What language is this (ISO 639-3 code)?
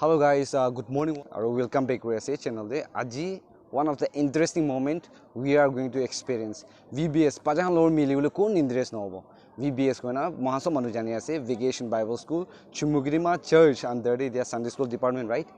nag